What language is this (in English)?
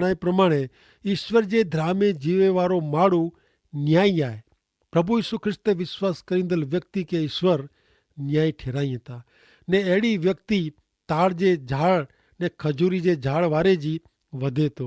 Kachhi